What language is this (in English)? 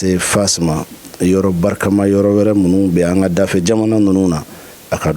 Bambara